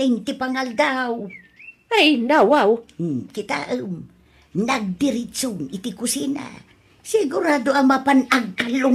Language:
Iloko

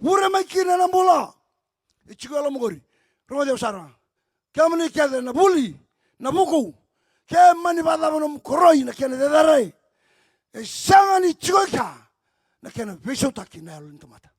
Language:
Fijian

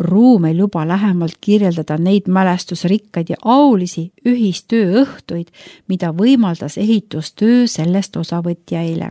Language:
Estonian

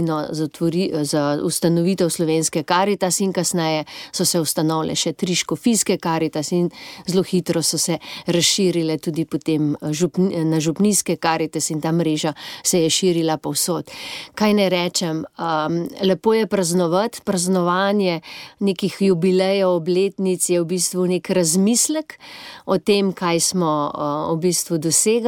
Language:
Slovenian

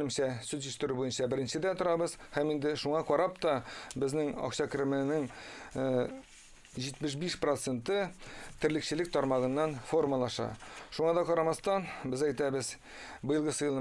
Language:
Tatar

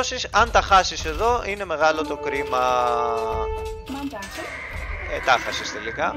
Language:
Greek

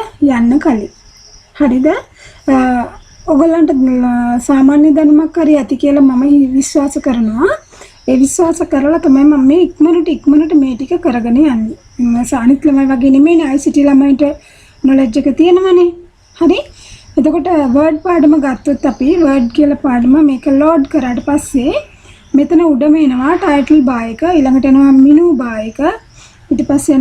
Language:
Sinhala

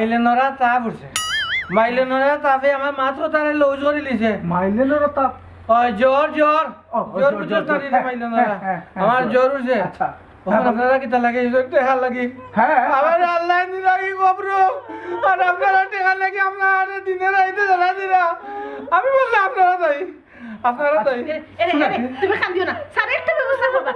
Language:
Sylheti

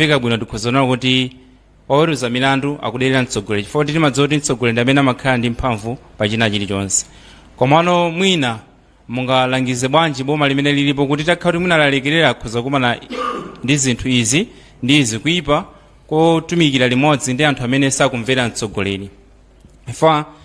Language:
Nyanja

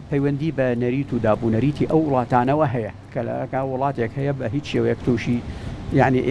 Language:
Central Kurdish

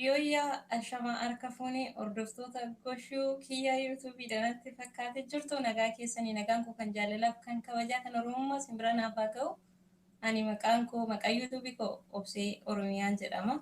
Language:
Oromo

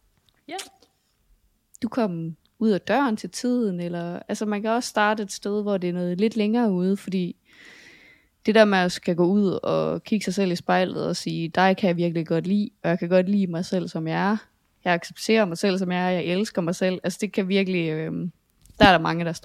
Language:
Danish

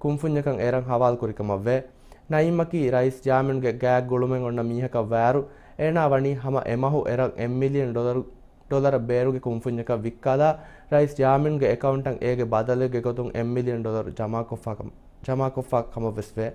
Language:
Divehi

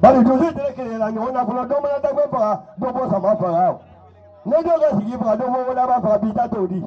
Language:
Bambara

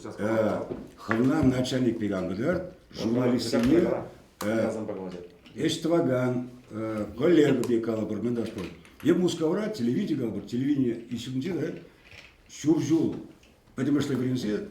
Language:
Chuvash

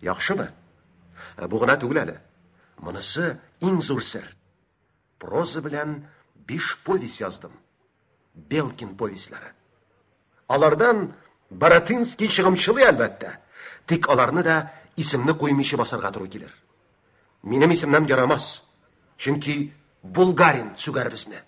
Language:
Tatar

